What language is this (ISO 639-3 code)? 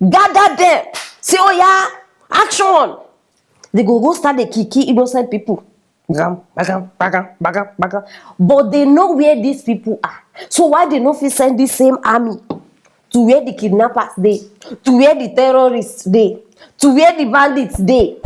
pcm